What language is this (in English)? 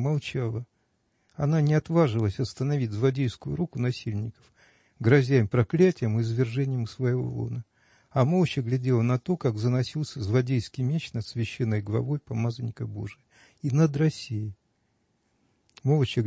Russian